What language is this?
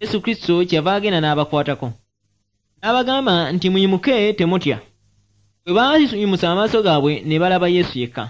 Ganda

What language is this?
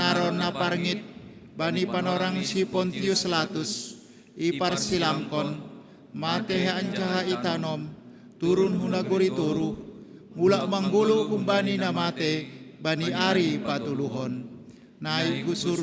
Batak Simalungun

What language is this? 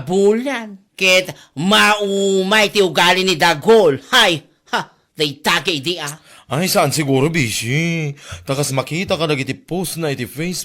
Iloko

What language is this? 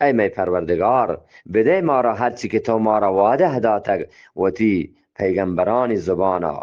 Eastern Balochi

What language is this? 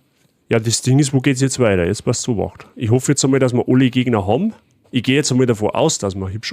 Bavarian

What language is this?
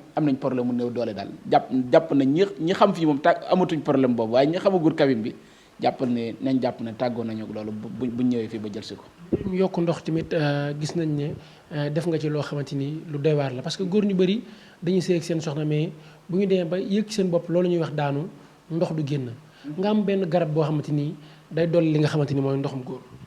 Wolof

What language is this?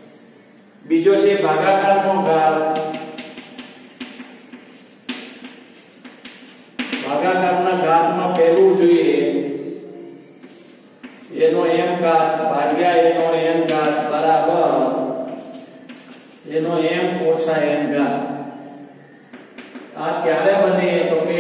Gujarati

